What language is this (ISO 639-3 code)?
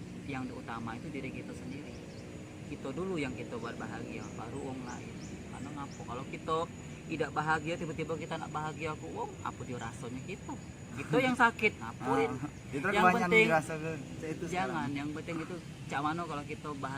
mui